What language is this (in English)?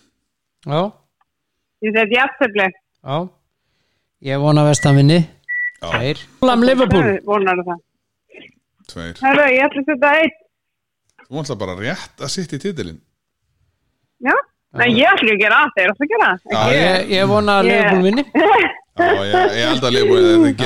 Icelandic